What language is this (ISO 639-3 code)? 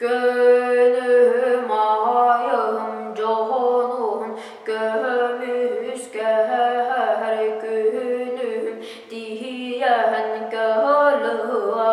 sah